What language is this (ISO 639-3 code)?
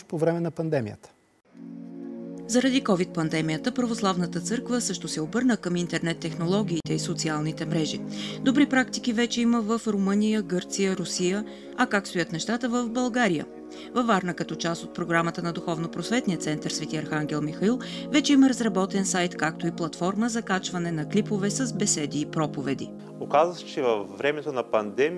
bul